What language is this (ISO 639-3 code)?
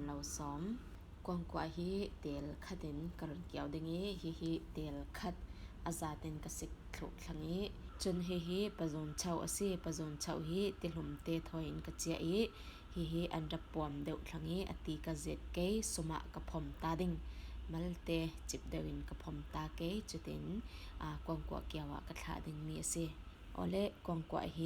cfm